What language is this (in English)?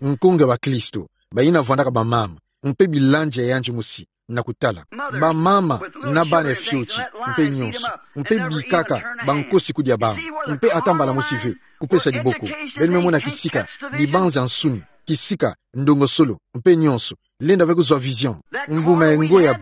Kituba (Democratic Republic of Congo)